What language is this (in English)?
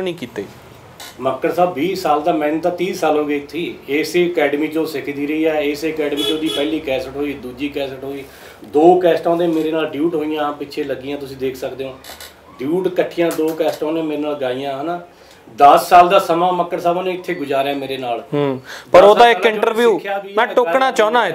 Punjabi